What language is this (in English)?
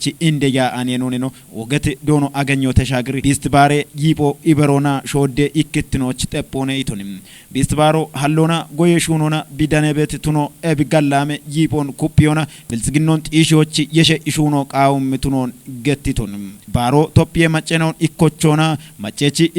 Kafa